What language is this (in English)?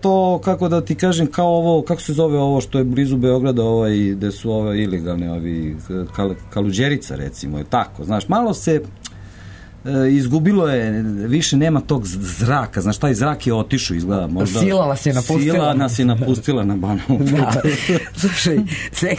Serbian